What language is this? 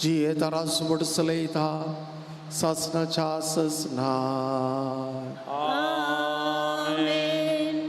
Konkani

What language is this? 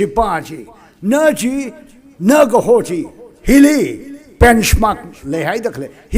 Tangkhul Naga (India)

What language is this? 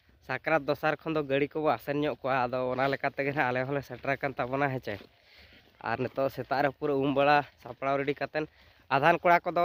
Santali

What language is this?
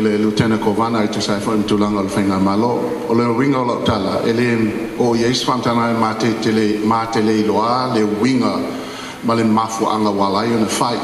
Samoan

